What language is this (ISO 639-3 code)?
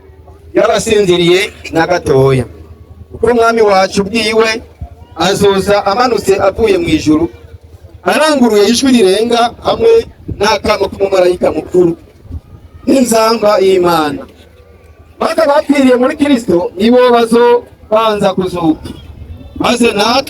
run